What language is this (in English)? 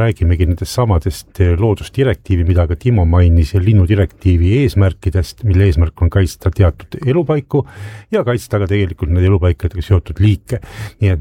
Estonian